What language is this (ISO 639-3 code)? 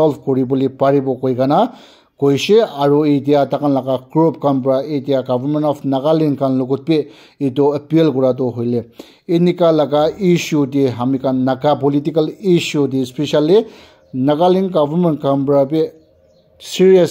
nag